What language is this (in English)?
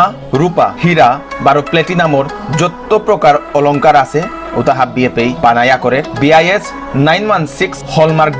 Bishnupriya